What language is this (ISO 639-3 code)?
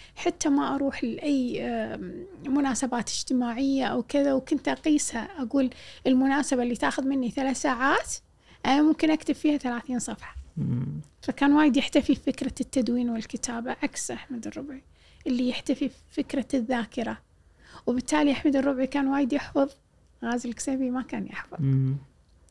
afb